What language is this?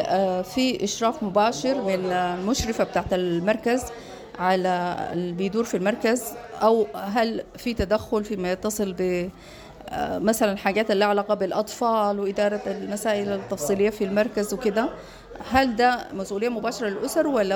Sudanese Arabic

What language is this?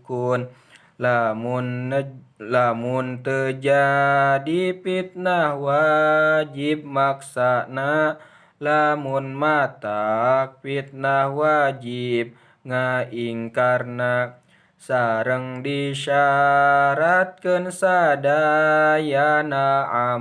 Sundanese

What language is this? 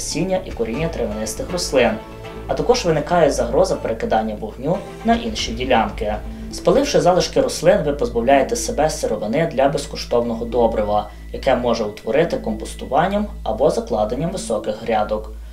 Ukrainian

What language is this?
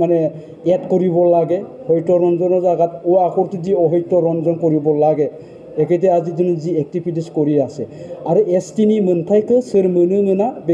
Bodo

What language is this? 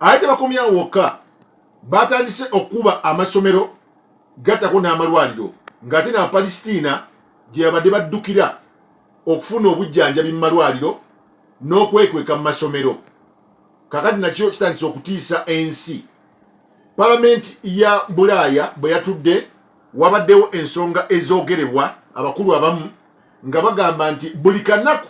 Ganda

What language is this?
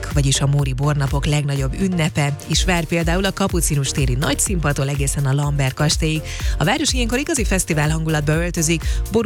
Hungarian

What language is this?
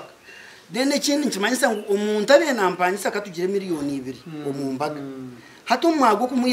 Nyankole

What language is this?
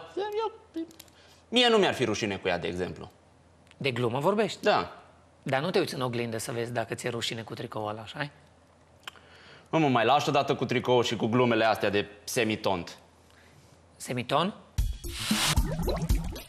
Romanian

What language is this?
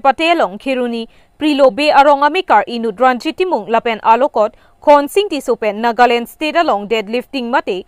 Karbi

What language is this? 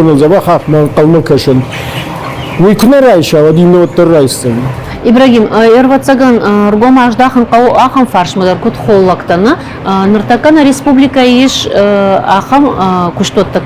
Ossetic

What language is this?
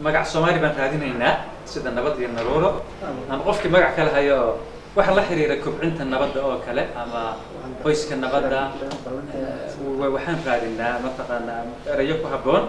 Somali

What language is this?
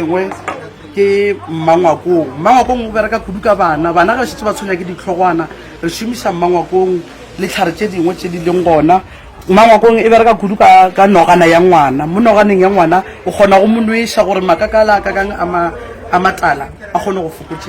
Northern Sotho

